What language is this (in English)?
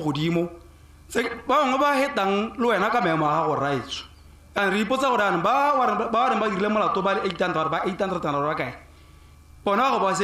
Tswana